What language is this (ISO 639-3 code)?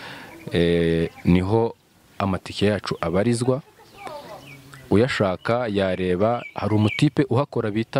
kin